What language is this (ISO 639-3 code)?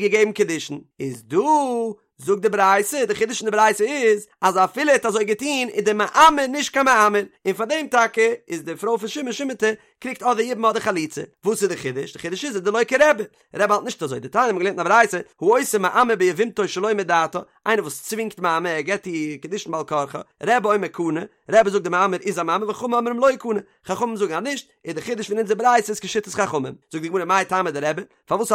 yid